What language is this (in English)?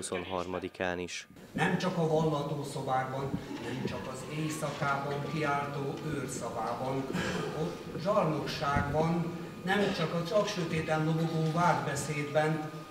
Hungarian